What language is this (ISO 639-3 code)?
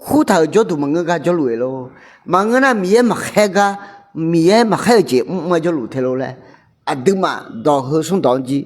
ahk